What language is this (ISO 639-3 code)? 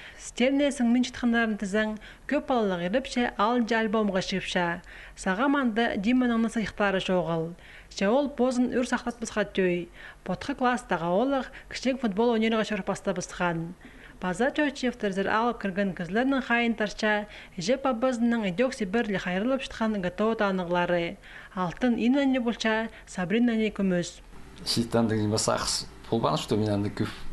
kjh